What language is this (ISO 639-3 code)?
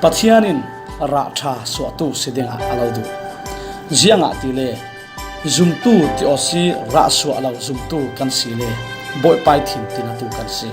cfm